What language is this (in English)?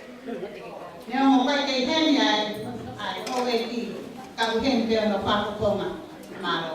Tongan